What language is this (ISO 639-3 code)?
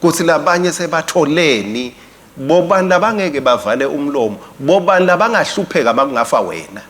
ssw